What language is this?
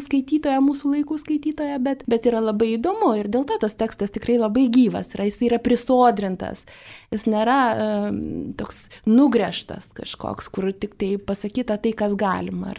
Lithuanian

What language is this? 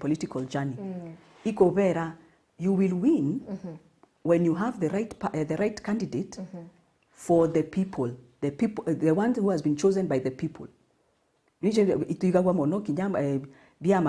Meru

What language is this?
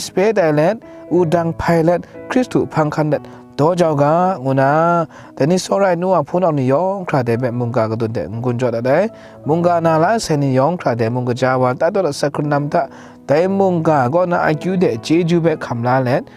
Kachin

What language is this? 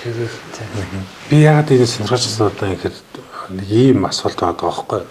Mongolian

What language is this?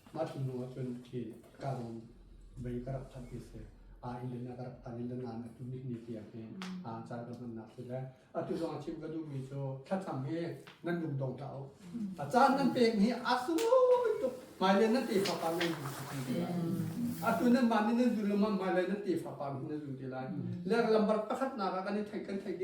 Hakha Chin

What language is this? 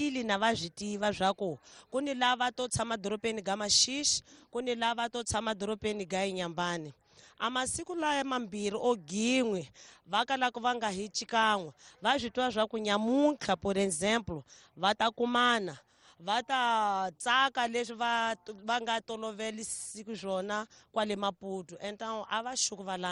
Tsonga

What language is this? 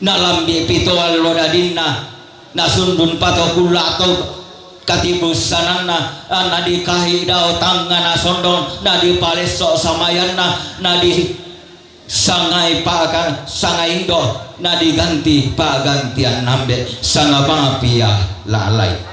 Toraja-Sa'dan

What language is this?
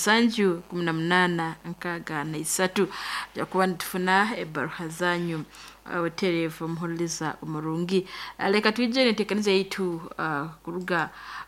Nyankole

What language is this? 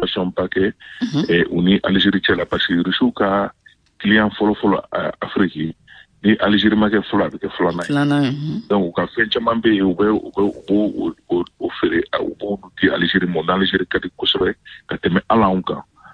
Bambara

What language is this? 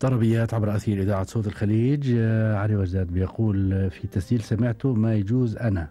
Gulf Arabic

